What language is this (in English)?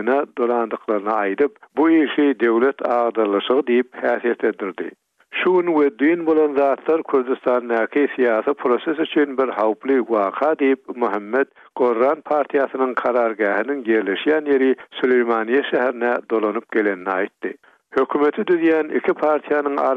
Turkmen